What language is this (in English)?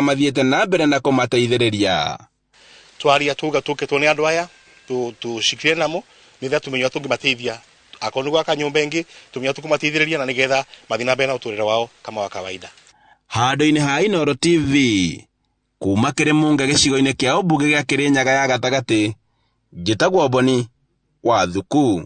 Kikuyu